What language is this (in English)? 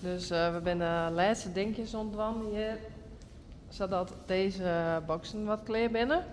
Western Frisian